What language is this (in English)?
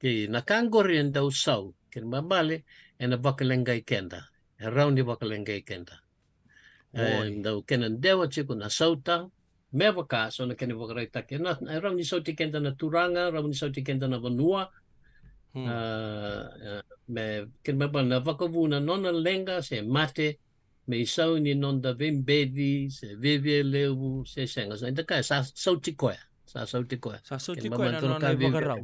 Fijian